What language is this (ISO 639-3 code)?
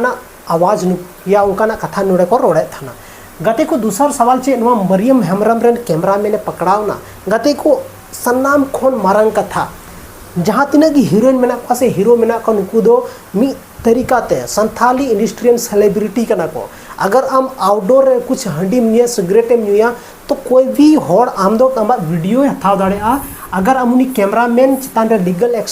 sat